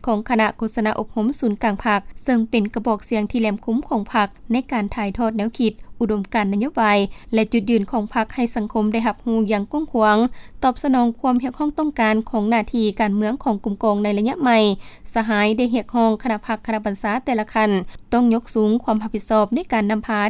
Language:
Lao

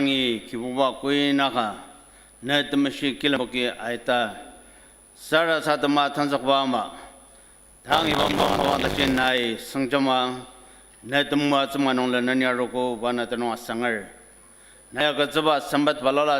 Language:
Ao Naga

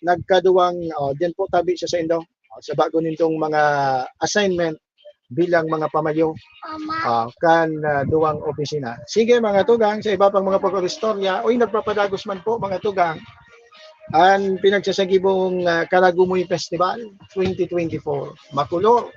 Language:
Bikol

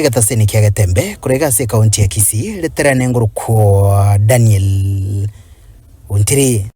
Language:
Gusii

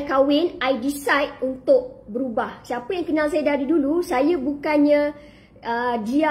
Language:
Malay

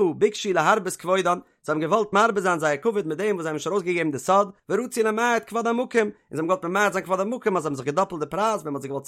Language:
Yiddish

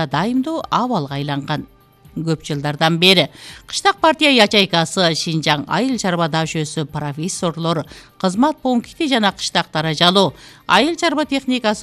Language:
Kyrgyz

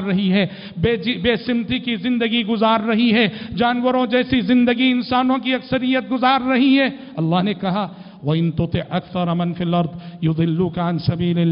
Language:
Urdu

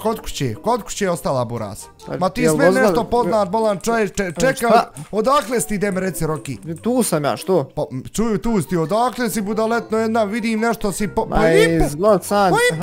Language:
Bosnian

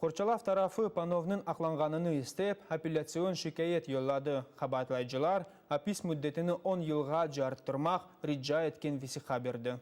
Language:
Crimean Tatar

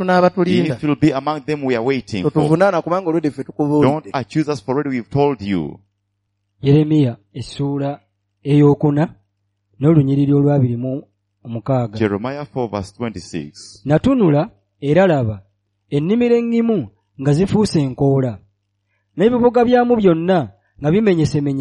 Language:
Ganda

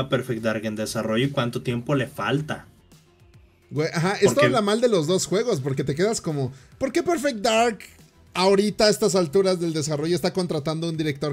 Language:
Spanish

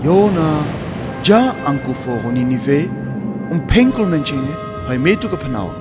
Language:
Sinte Romani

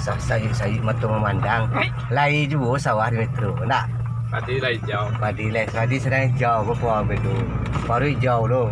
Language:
Minangkabau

